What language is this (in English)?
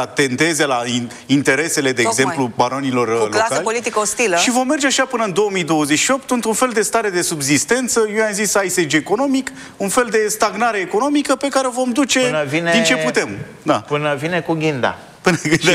Romanian